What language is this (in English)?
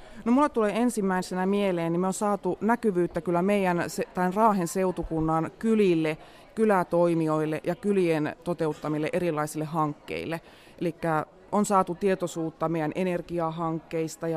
Finnish